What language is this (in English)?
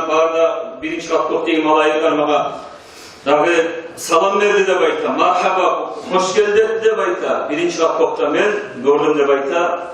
Kumyk